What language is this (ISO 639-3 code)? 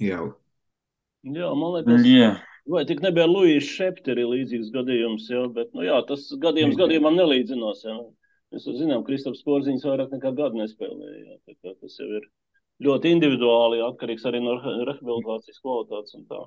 lav